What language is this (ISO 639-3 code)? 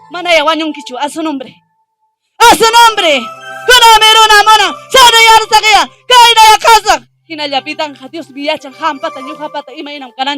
quy